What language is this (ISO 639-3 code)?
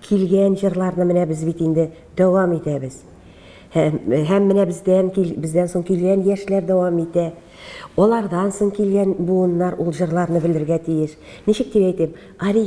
tat